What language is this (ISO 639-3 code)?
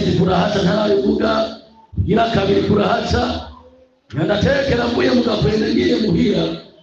run